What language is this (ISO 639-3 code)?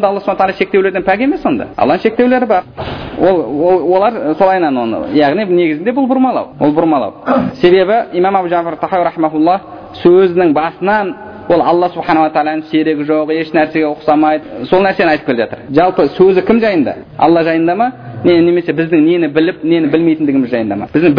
kaz